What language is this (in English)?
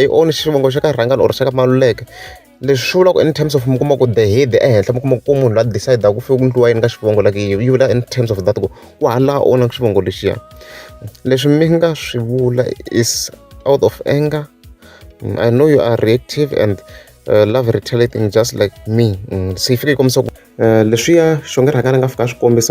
Tsonga